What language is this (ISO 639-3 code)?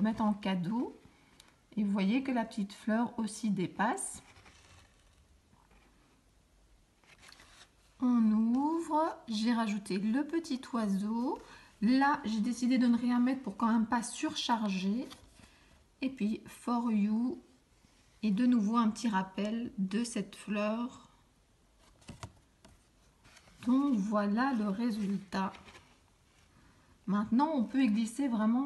fra